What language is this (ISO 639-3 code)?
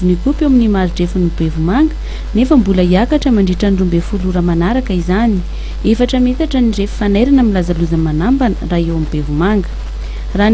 mlg